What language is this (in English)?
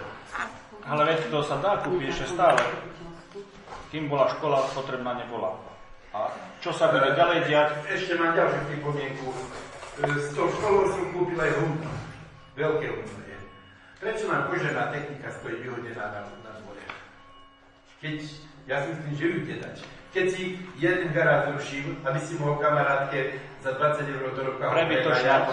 Slovak